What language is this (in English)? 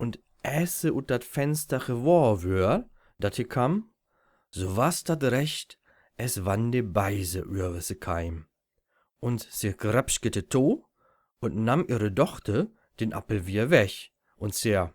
Low German